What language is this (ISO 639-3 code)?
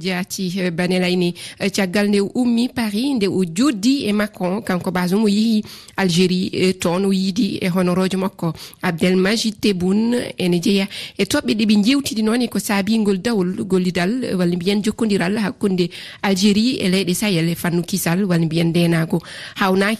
ful